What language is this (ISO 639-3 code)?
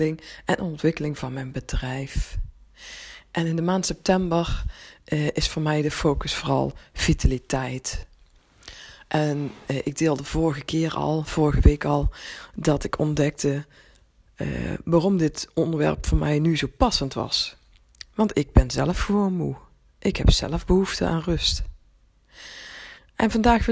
nld